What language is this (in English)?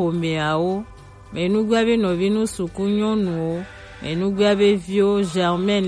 Gen